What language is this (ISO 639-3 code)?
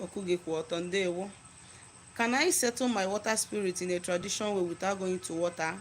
ibo